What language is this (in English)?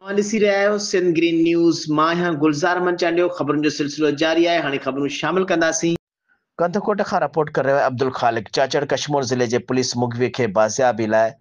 Sindhi